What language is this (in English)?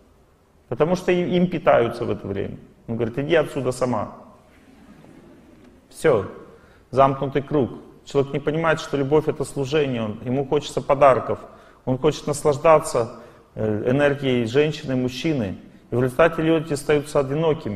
Russian